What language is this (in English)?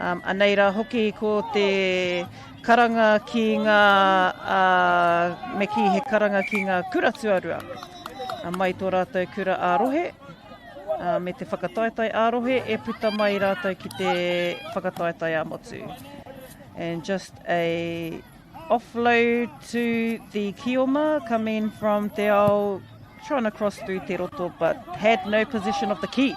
Māori